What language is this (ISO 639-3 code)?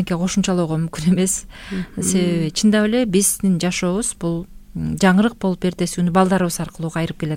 kir